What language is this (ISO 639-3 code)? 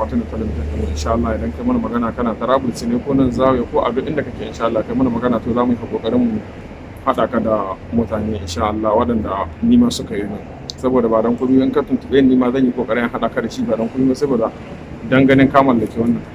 hau